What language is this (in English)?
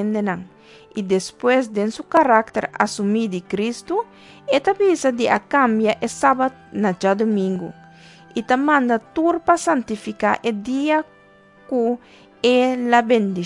Papiamento